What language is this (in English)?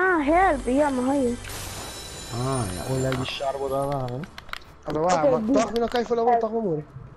Papiamento